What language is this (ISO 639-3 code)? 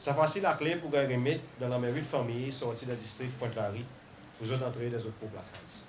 crs